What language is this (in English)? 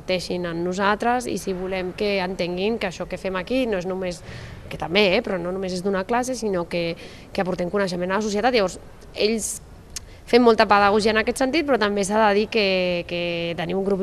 Catalan